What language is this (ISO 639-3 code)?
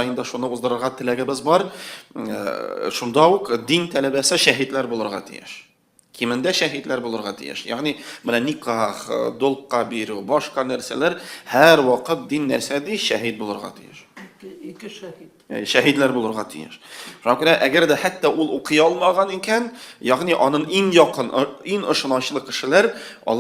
tat